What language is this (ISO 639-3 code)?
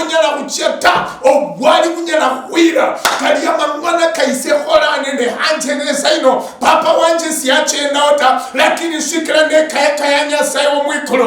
luy